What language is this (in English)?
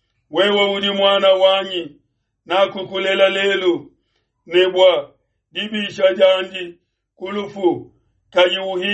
Luba-Lulua